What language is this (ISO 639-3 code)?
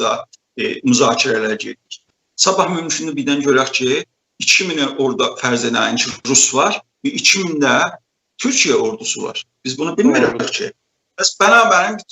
azb